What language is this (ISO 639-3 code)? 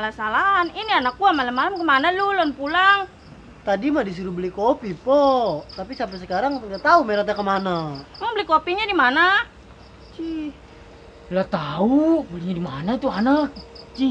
bew